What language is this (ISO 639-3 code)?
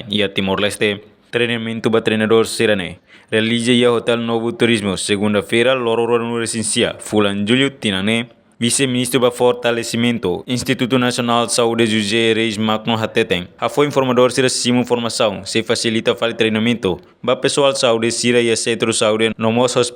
tet